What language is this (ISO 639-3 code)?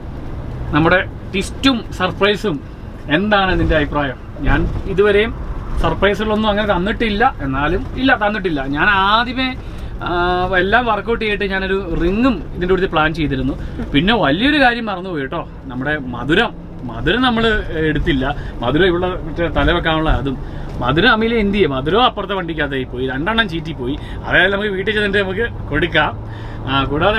mal